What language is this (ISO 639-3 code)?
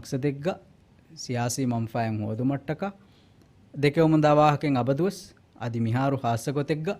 div